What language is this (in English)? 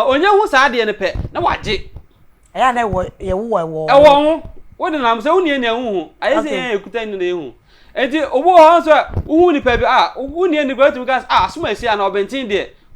Akan